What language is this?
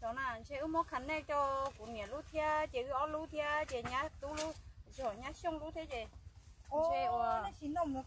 Hmong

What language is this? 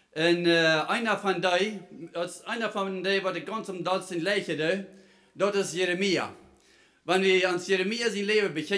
Plautdietsch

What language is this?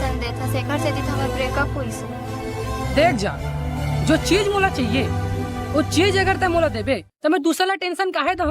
Chhattisgarhi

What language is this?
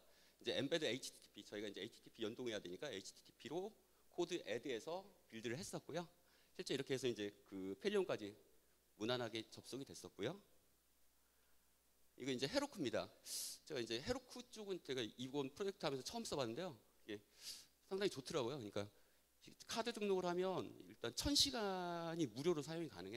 Korean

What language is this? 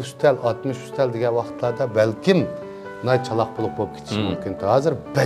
Uyghur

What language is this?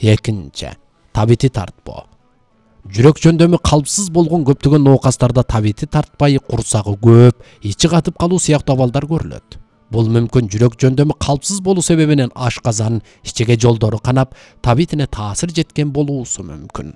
Kyrgyz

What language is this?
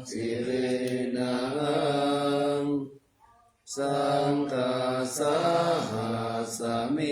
Pali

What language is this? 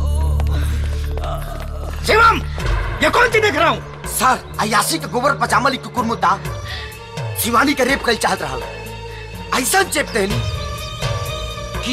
Bhojpuri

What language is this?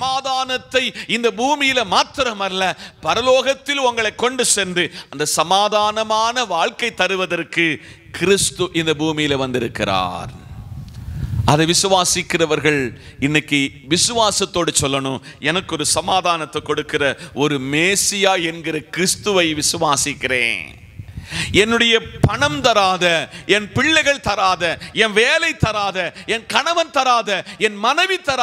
Tamil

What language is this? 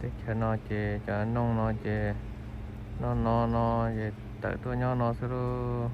Hmong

